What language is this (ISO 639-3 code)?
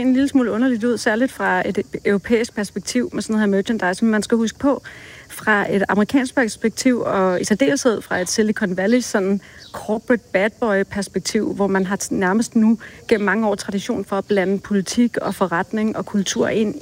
dan